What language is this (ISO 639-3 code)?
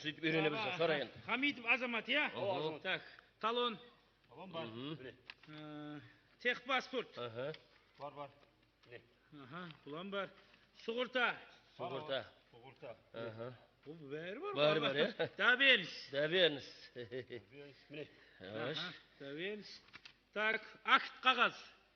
kaa